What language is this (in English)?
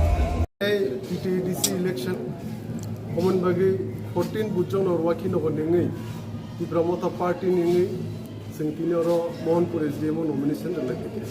Kok Borok